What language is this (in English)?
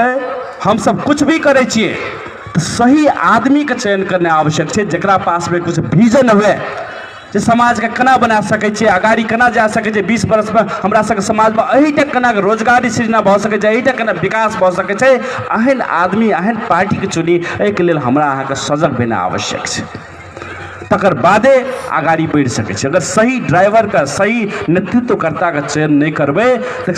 Maithili